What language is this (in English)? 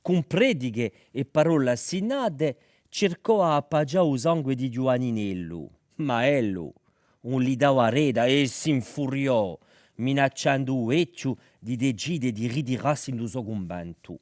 Corsican